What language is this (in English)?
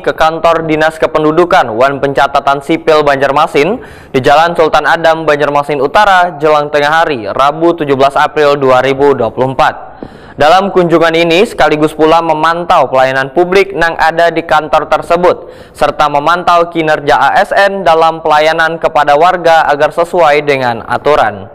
Banjar